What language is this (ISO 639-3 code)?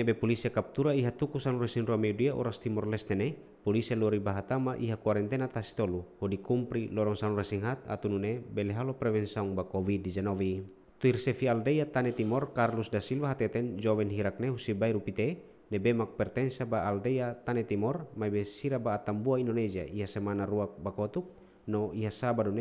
tet